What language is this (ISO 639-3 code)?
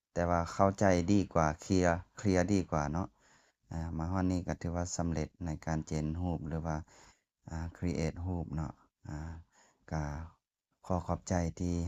lao